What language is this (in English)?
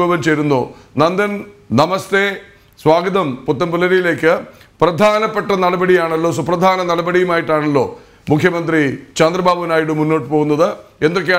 Malayalam